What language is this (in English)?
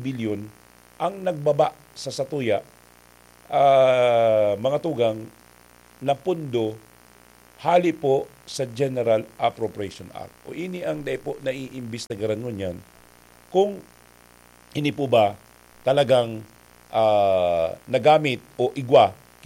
Bikol